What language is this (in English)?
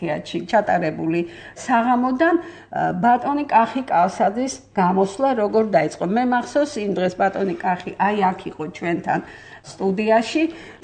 Georgian